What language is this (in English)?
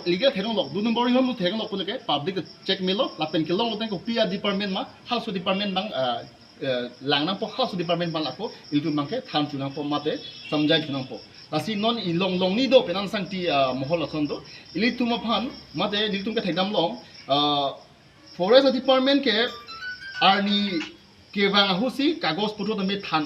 Karbi